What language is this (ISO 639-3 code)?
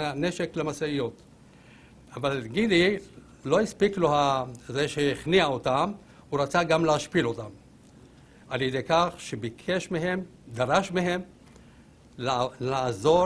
heb